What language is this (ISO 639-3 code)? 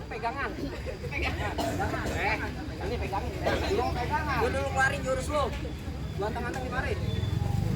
bew